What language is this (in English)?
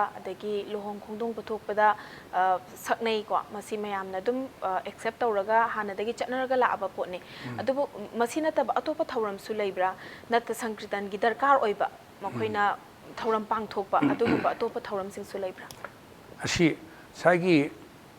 Manipuri